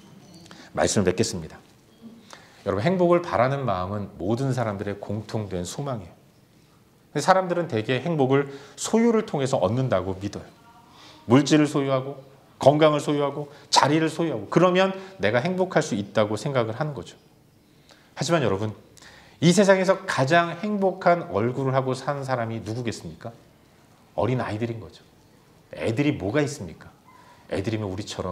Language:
Korean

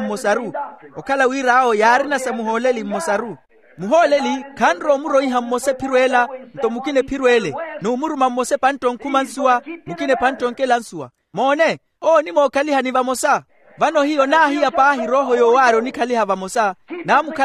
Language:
Makhuwa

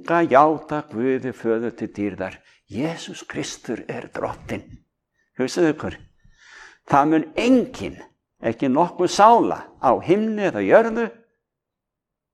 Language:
Icelandic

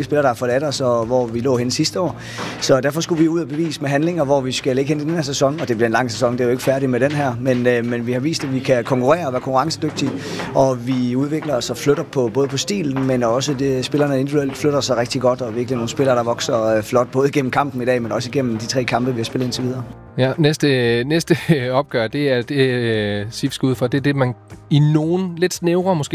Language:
Danish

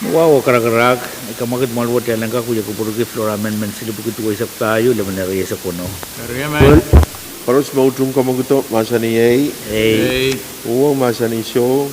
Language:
Pohnpeian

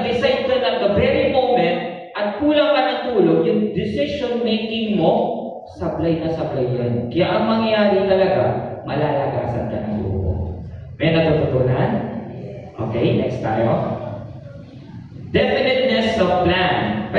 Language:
Filipino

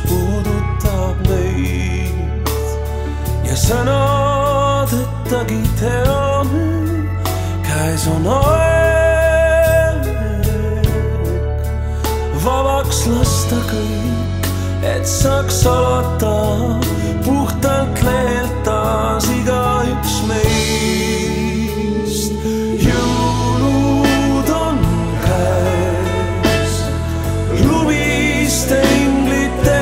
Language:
Estonian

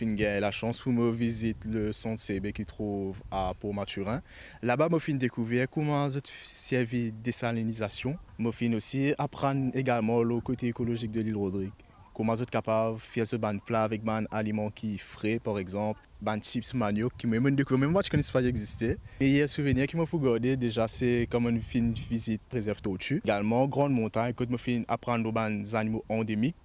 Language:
Morisyen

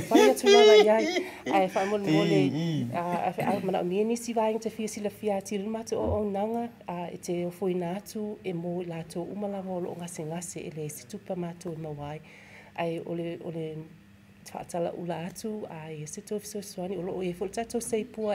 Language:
Samoan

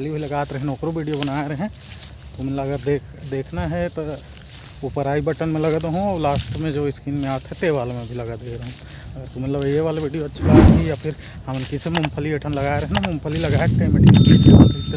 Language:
Chhattisgarhi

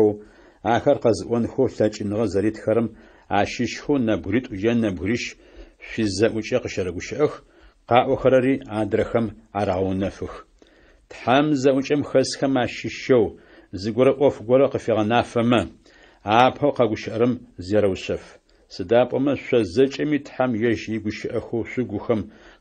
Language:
Adyghe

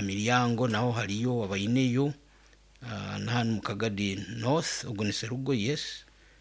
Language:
Nyoro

